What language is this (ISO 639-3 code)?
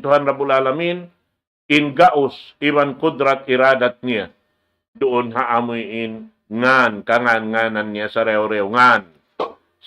tsg